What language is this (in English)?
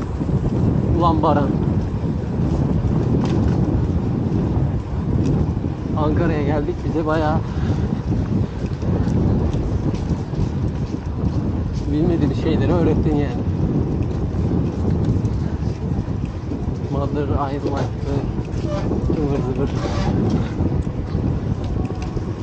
Turkish